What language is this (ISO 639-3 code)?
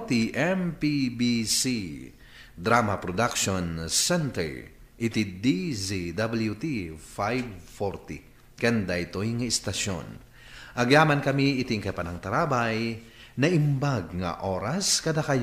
ilo